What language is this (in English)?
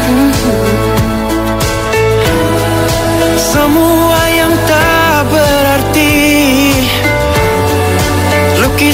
Indonesian